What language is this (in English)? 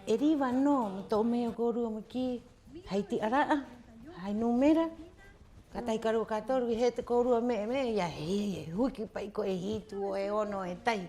Rapanui